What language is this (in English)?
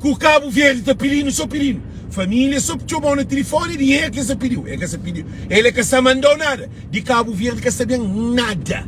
Kabuverdianu